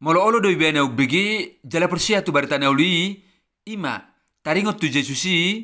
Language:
Batak Toba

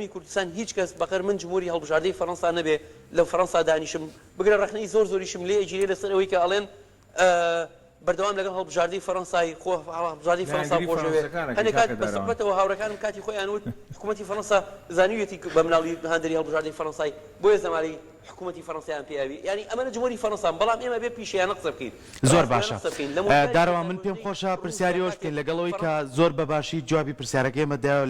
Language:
Central Kurdish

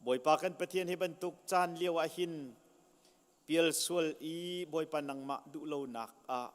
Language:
Hakha Chin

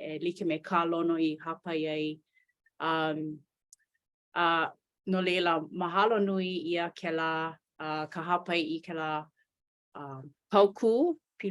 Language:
Hawaiian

